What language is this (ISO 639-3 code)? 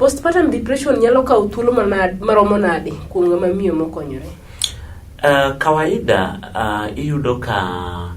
luo